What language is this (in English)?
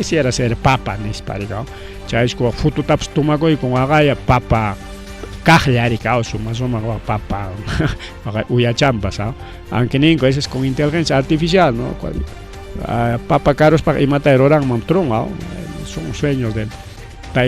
Ayacucho Quechua